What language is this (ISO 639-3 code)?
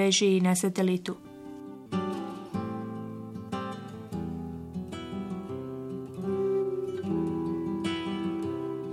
bos